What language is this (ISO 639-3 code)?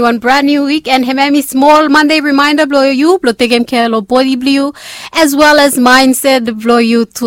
bis